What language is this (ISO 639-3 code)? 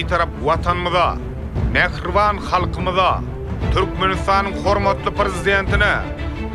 tuk